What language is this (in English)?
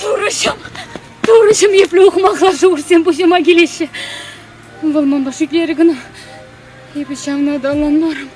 Chuvash